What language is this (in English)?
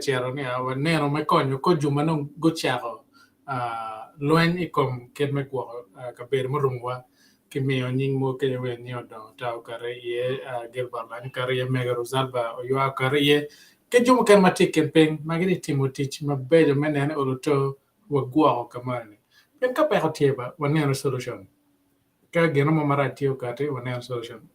Acoli